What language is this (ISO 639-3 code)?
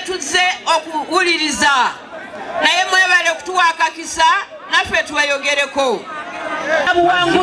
lug